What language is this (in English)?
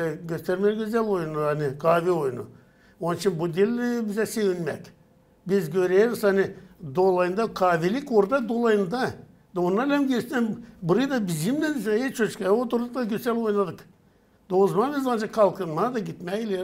Gagauz